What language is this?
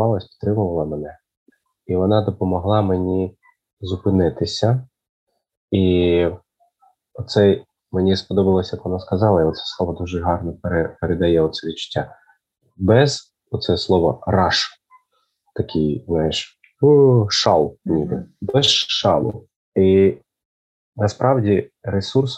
Ukrainian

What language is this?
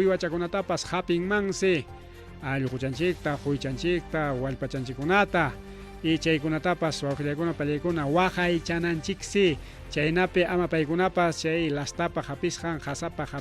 Ayacucho Quechua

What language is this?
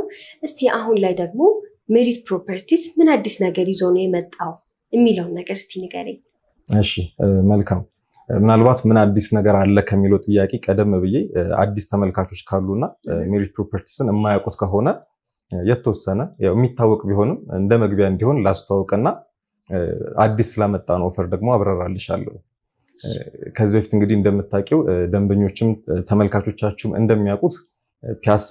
Amharic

